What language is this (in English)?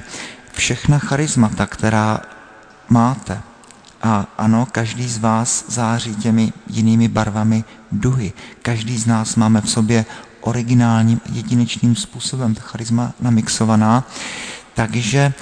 Czech